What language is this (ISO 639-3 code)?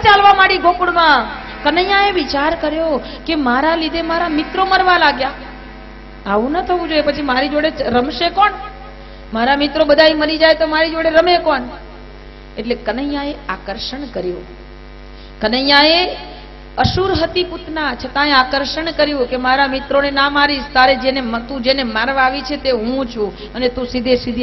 guj